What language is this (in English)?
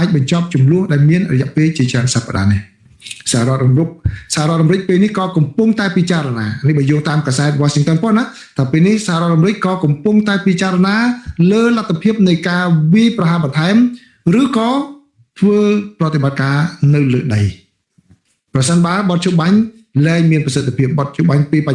Khmer